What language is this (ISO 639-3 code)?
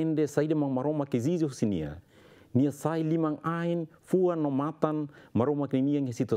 tet